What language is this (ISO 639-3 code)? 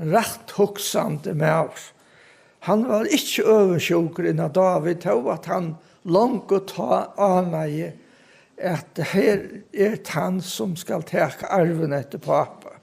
fao